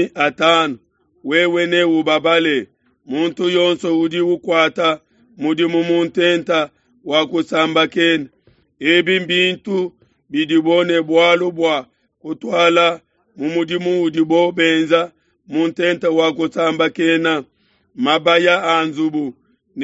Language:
Luba-Lulua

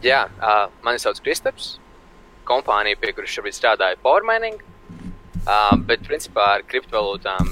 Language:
Latvian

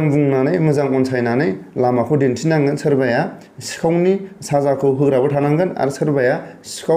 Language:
Bodo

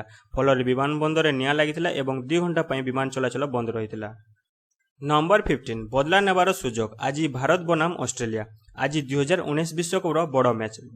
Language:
Odia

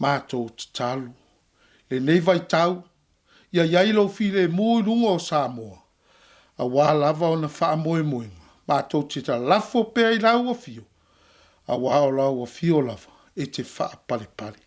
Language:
Samoan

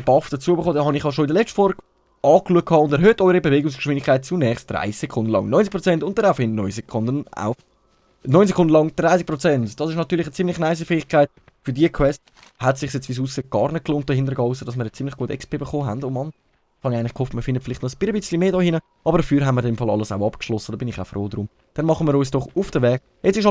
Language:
Swiss German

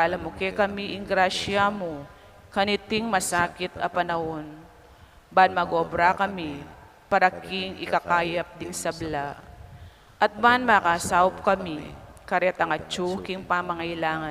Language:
Pampanga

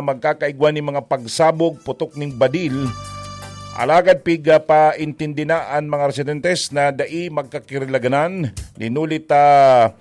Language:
Bikol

